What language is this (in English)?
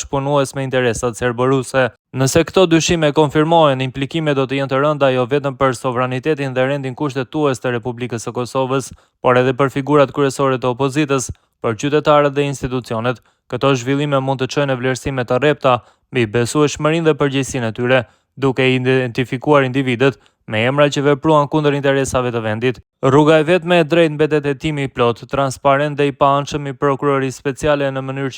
Albanian